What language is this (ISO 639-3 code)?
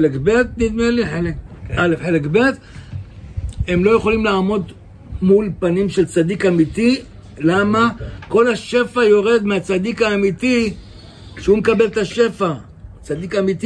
heb